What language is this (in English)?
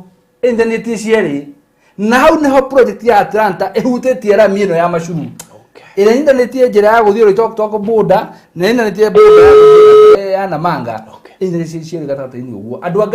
Kikuyu